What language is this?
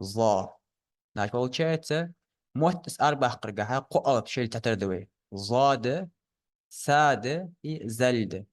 Ingush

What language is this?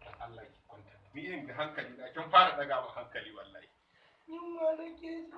Hausa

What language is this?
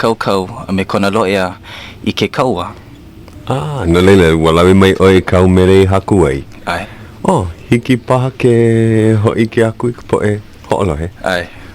Hawaiian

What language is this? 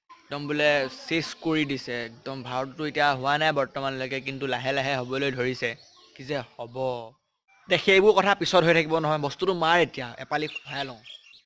Assamese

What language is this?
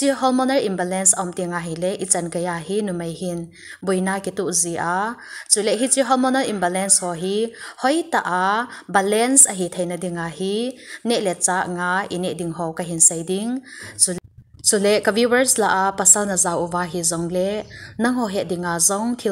Thado Chin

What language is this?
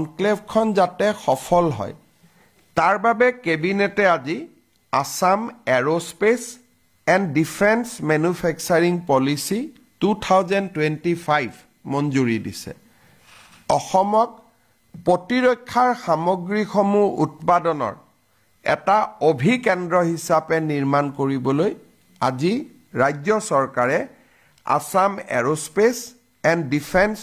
Assamese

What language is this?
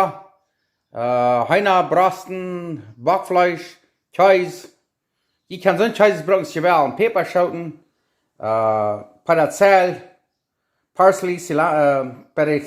Plautdietsch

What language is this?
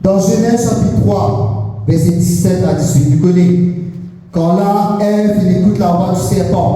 Morisyen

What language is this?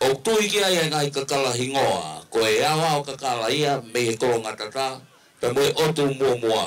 Tongan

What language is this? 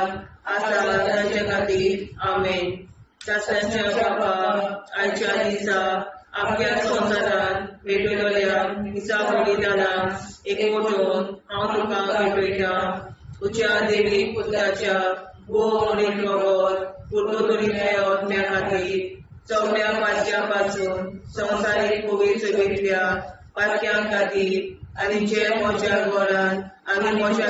Konkani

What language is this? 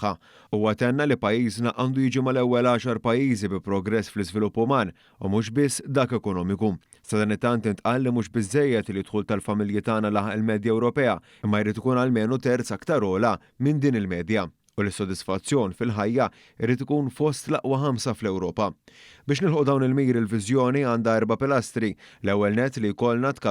Maltese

